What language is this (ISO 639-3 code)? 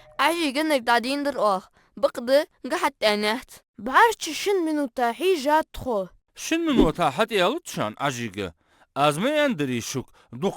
inh